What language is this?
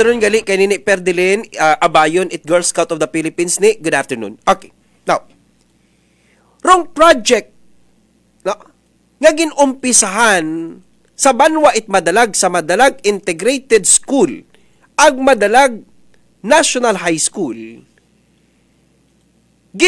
Aklanon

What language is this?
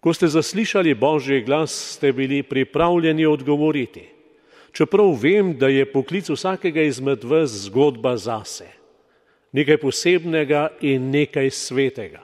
Slovenian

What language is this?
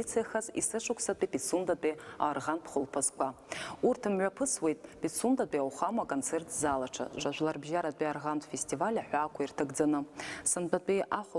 Abkhazian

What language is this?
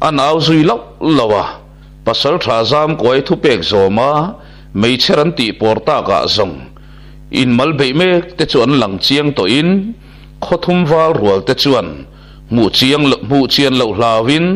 Mizo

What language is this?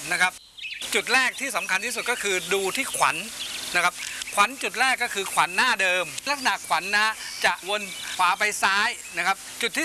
Thai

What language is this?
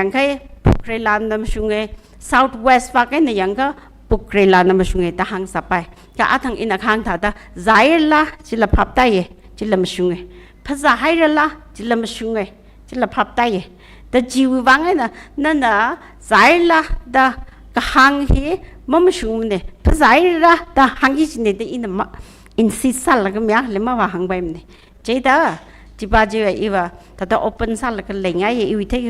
Tangkhul Naga (India)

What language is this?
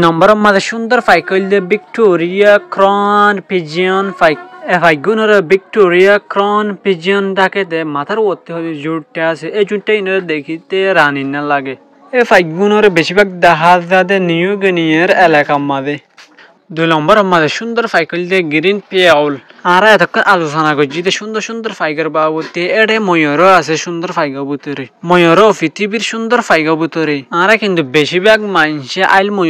Rohingya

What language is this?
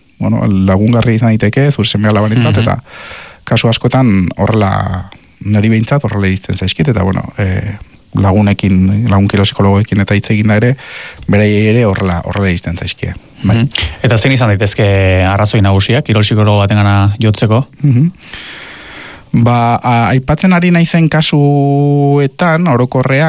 Basque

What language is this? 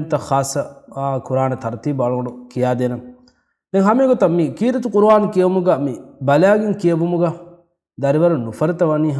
Divehi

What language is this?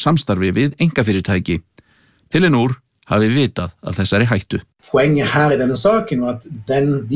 Icelandic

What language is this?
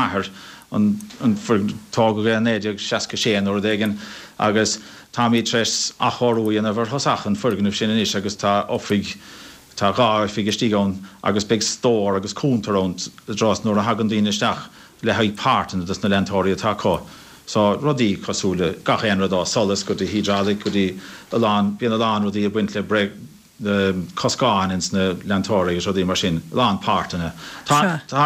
Irish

